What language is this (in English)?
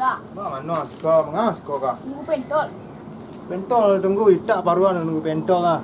Minangkabau